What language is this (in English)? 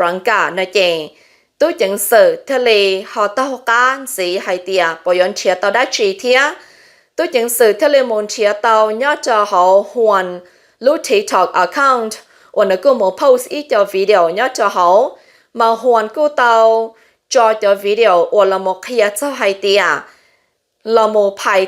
Hmong